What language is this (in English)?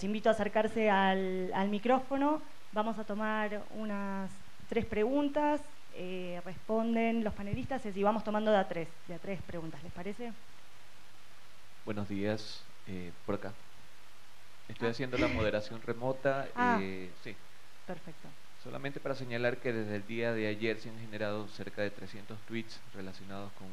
Spanish